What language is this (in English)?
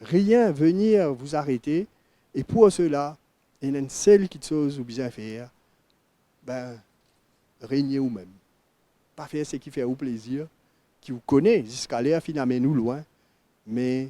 Morisyen